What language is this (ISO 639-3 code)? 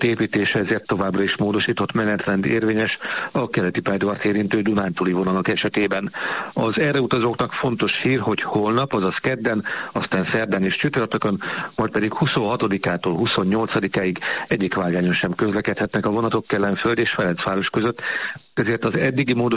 hun